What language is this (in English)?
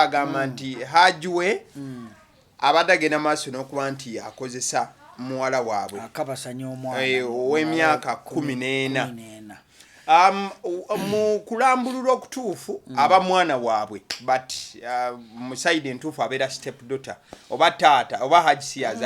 Ganda